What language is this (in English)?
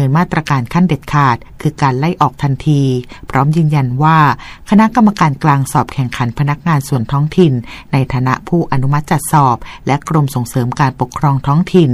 Thai